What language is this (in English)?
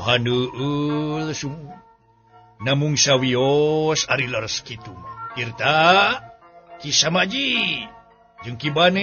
Sundanese